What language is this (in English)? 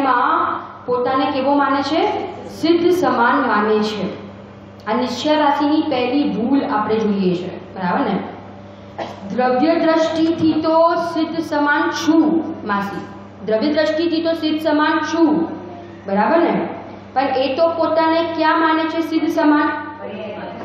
Gujarati